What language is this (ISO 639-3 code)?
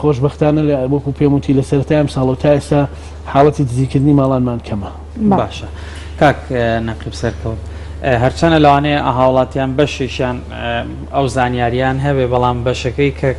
ckb